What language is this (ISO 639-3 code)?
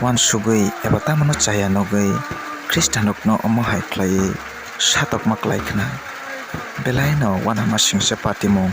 trp